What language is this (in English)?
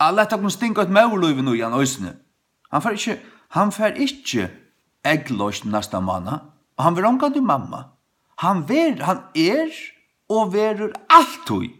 Faroese